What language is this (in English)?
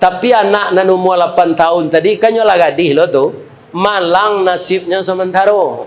Minangkabau